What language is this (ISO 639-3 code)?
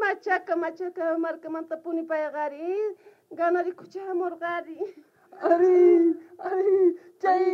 quh